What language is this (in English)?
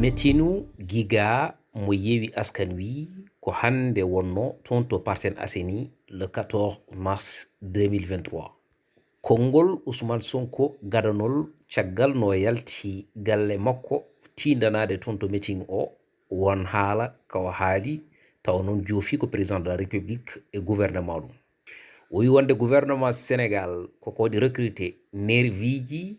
Fula